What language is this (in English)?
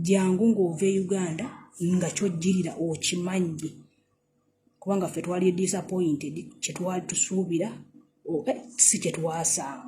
Ganda